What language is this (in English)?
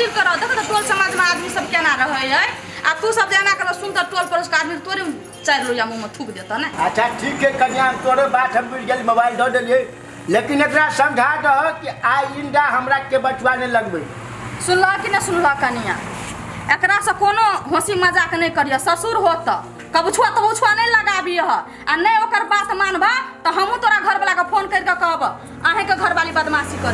Maithili